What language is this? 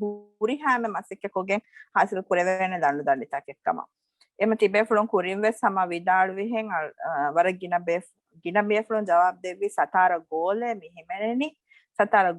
Divehi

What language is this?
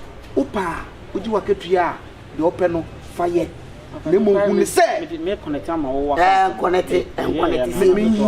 Akan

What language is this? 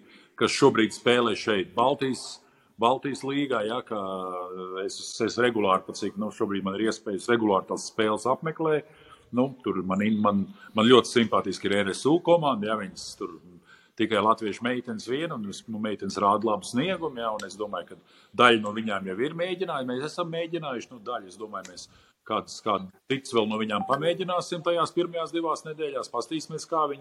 Latvian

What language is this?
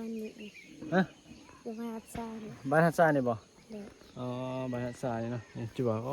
Northeastern Thai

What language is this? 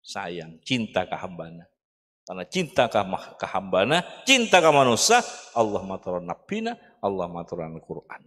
Madurese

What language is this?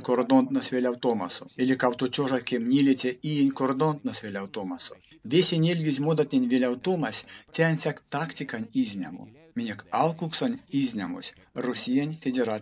Erzya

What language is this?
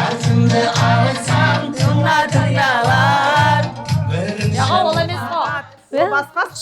Kara-Kalpak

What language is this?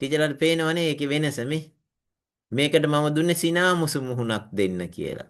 Sinhala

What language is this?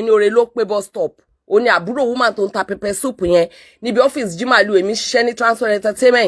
Yoruba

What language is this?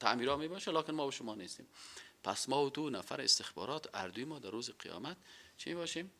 Persian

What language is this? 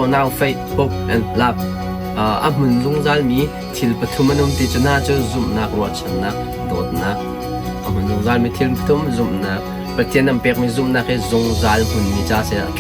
Hakha Chin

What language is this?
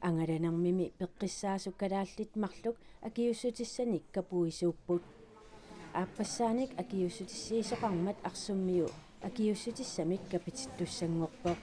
Kalaallisut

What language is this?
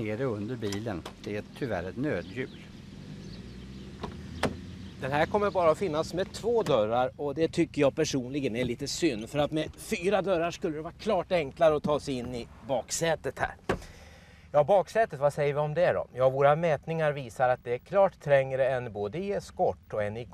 Swedish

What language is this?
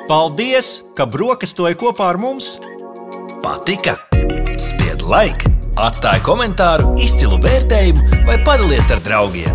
Latvian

